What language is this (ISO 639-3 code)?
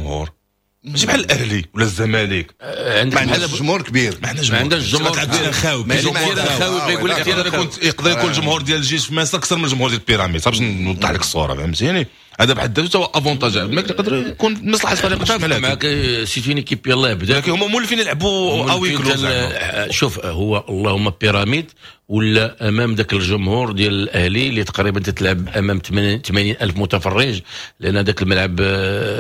ary